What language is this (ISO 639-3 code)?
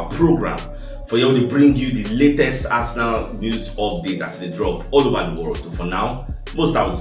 pcm